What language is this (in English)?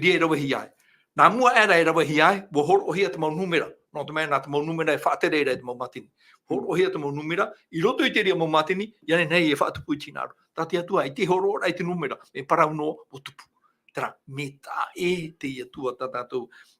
Tahitian